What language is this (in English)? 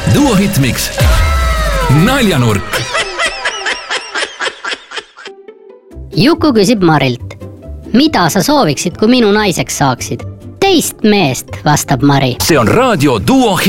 Estonian